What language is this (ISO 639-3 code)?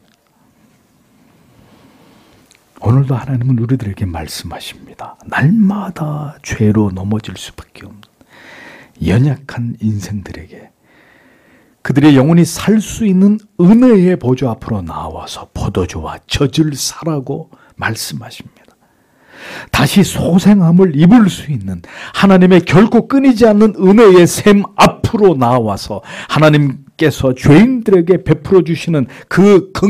kor